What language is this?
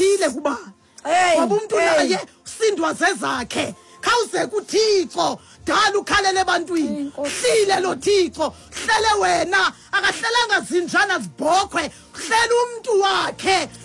Xhosa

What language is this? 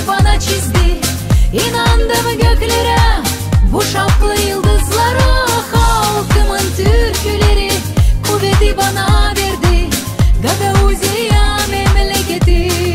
Gagauz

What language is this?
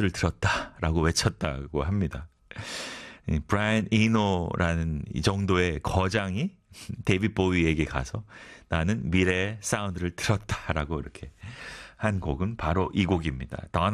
Korean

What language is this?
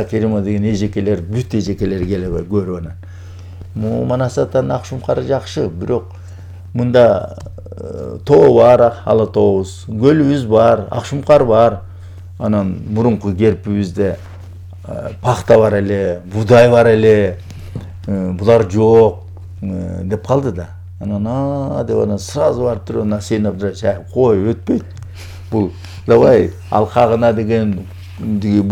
Kyrgyz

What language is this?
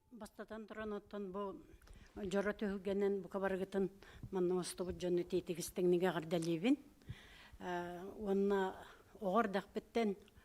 Yakut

